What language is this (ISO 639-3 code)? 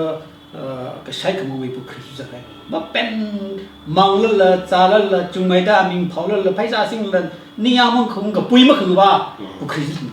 nmf